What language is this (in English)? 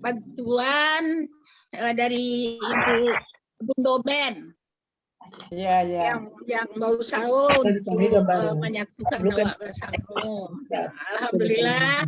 Minangkabau